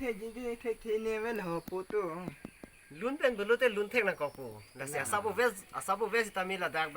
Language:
Karbi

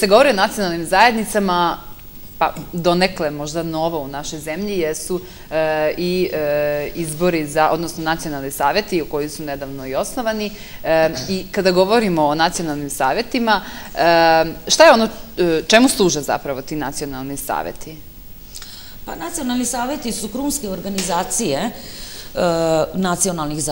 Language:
Serbian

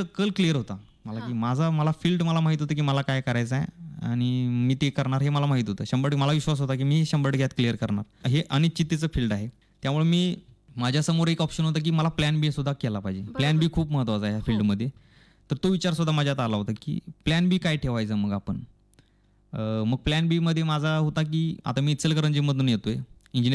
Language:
Marathi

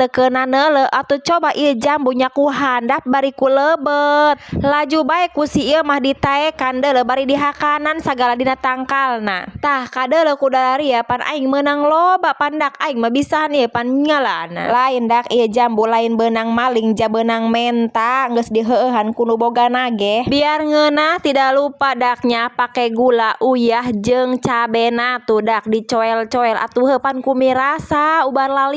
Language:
Sundanese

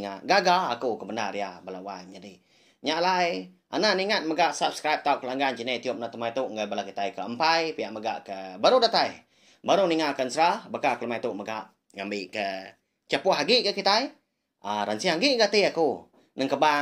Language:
Iban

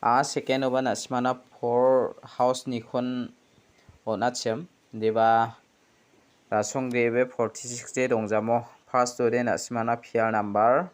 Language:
Garo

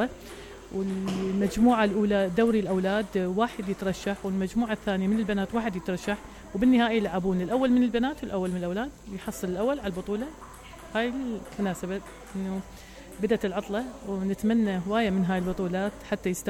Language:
Mesopotamian Arabic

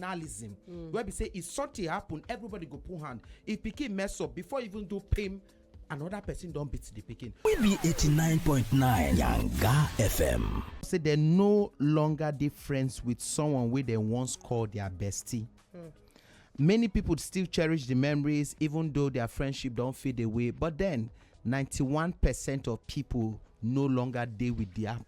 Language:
Nigerian Pidgin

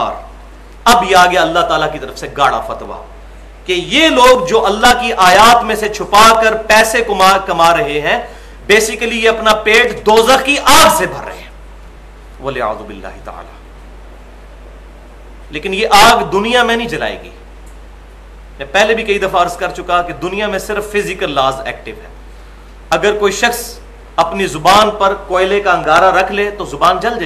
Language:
Urdu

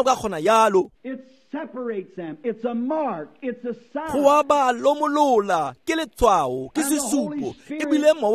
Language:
Tswana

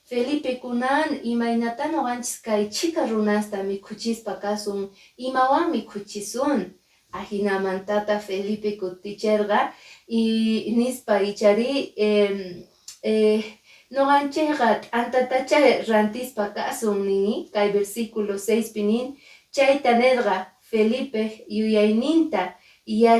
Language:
Quechua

